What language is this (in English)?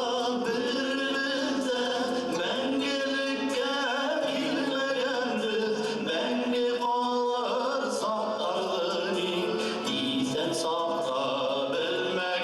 Bashkir